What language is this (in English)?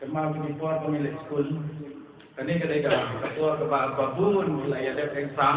Khasi